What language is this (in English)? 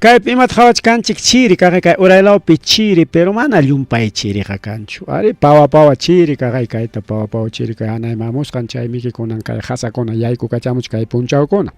Ayacucho Quechua